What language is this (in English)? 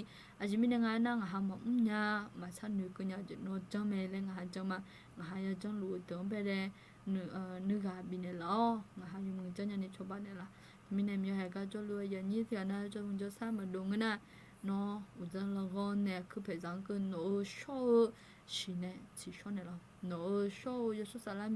Akha